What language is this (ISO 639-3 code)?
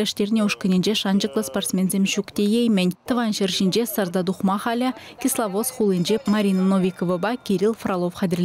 chv